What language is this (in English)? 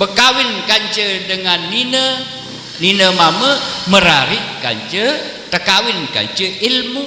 Sasak